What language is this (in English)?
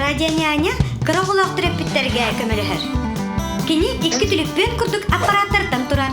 Yakut